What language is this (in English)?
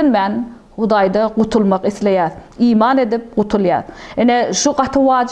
Turkmen